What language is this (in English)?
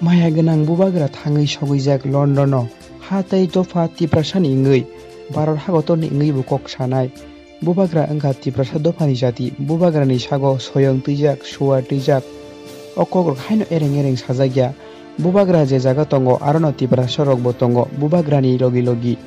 Kok Borok